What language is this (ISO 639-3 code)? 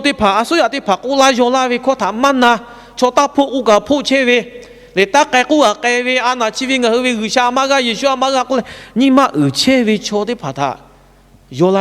lhu